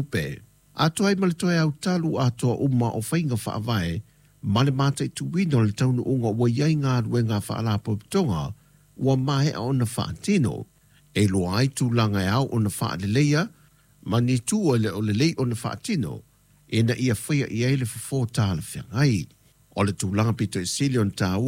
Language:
Samoan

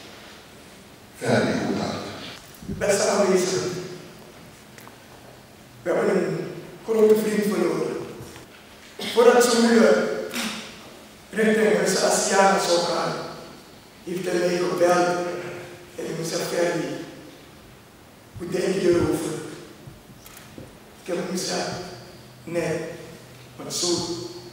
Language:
Dutch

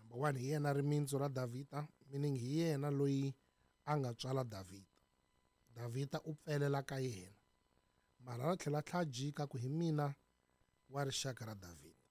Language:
Tsonga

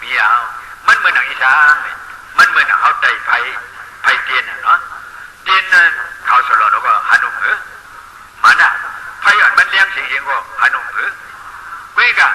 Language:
Shan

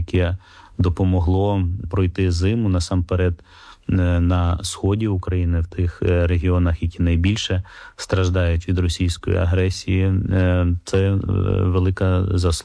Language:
Ukrainian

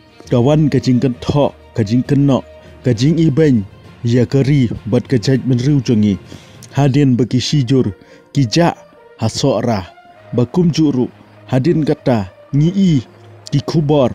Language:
Khasi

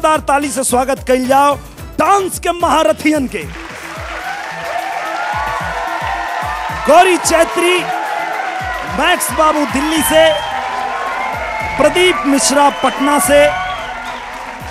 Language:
Bhojpuri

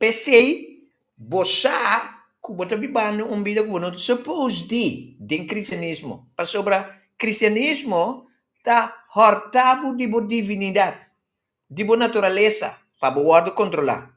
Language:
Papiamento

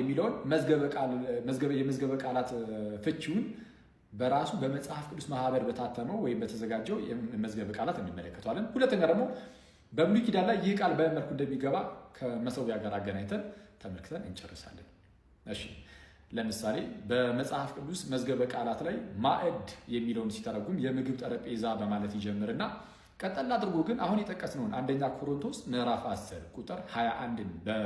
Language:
Amharic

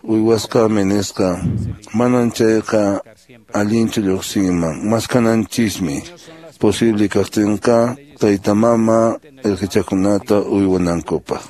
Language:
Quechua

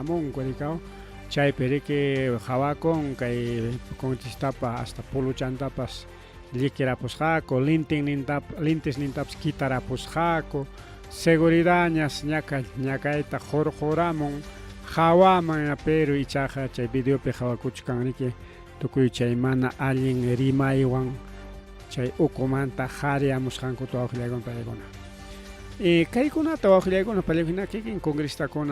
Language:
Ayacucho Quechua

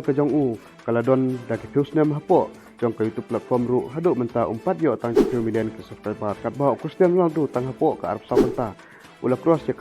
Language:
Khasi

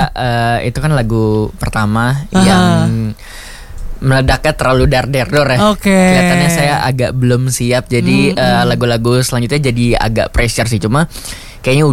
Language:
Indonesian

